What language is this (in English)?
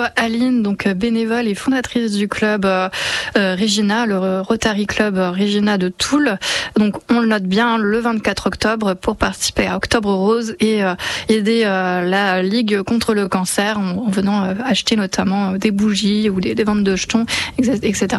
French